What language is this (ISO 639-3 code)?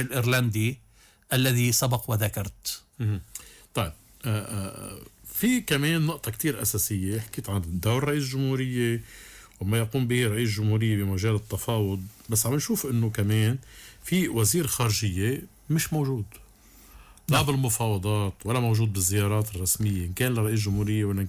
apc